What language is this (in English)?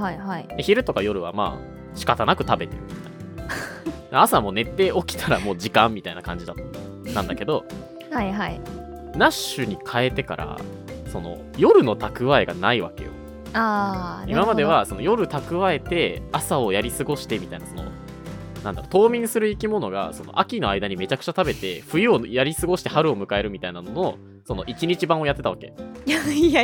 Japanese